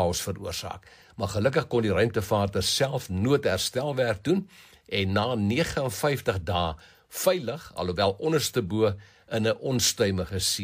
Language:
Afrikaans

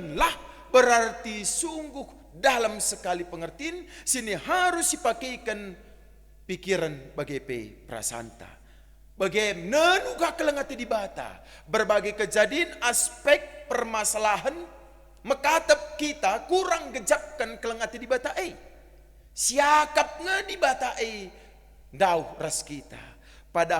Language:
Batak Karo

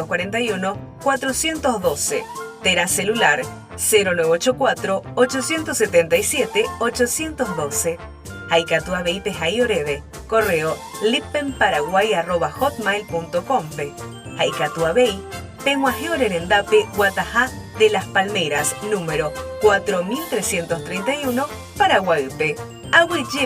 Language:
Guarani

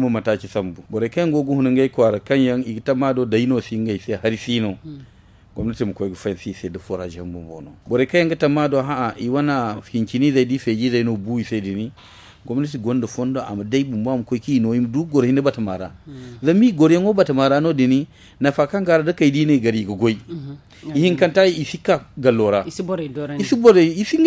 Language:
Zarma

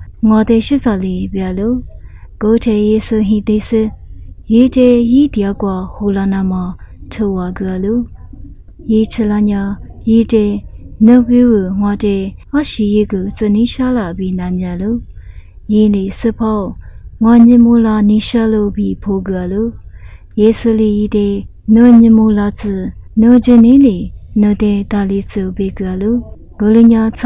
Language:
Lisu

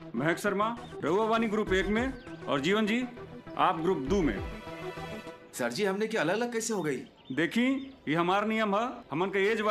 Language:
Bhojpuri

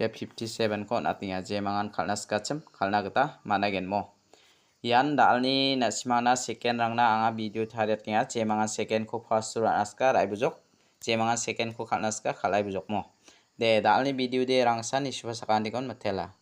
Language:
Garo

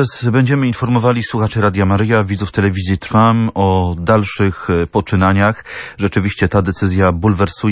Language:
Polish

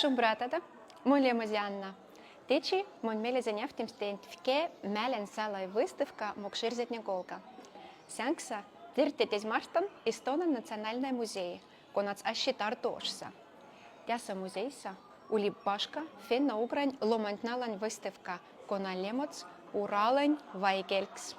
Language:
Moksha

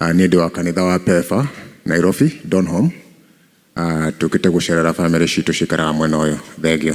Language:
Kikuyu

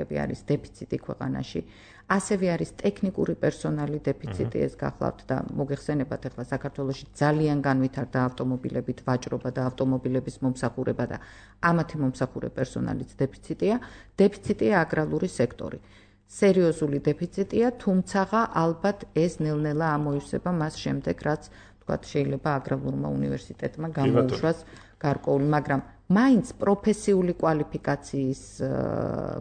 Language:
Georgian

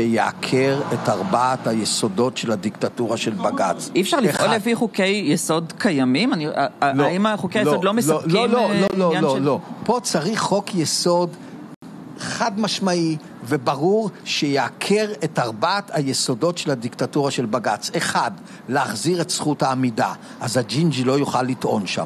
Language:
Hebrew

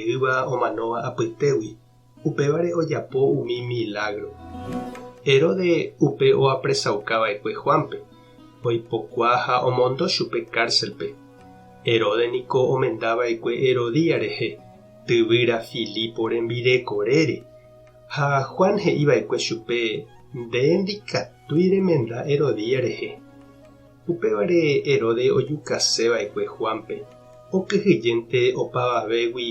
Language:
Guarani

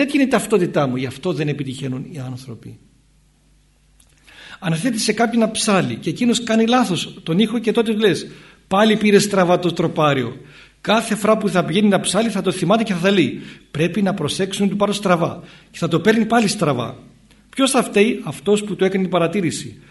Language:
Greek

